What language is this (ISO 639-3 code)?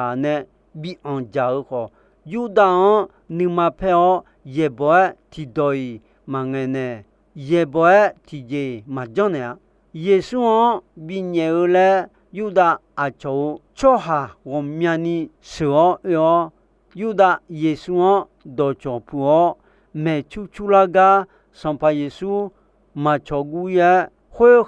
ahk